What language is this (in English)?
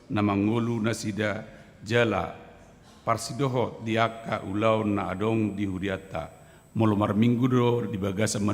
Batak Toba